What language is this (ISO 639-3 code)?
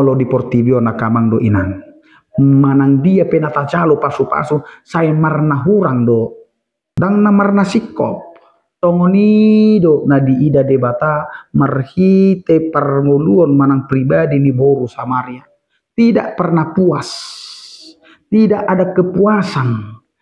bbc